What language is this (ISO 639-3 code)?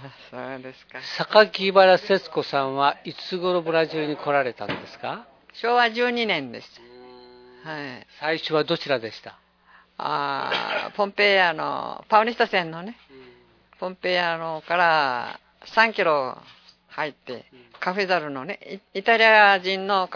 jpn